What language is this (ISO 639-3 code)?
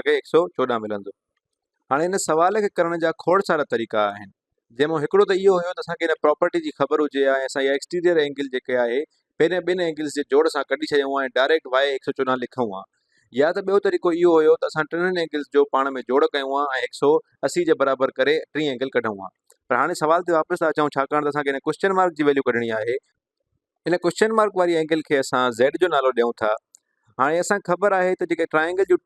snd